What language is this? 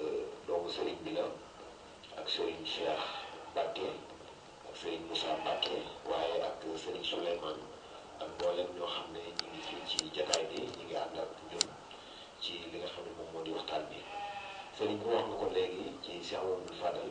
Wolof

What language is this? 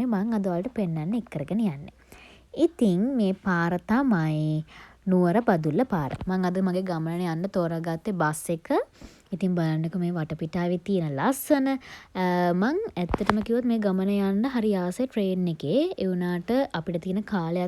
Sinhala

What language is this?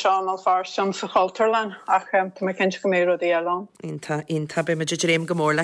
Irish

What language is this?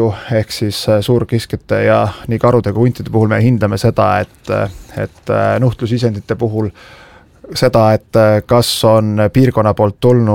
Estonian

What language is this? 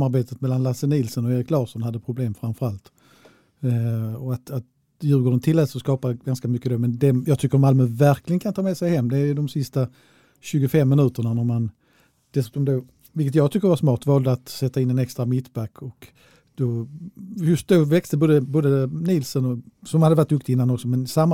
Swedish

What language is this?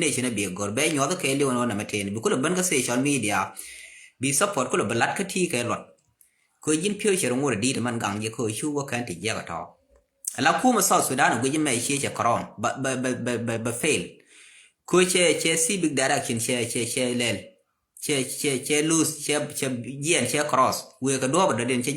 Nuer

